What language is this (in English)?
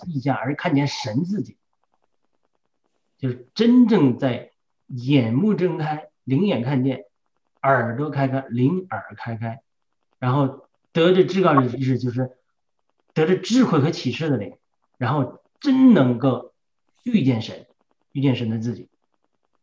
Chinese